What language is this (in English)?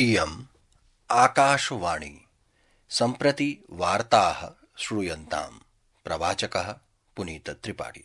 Sanskrit